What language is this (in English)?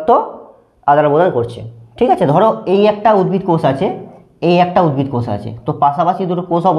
Bangla